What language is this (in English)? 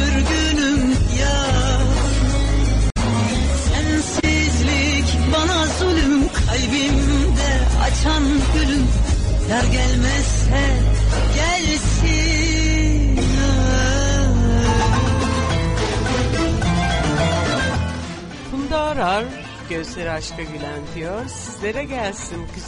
Turkish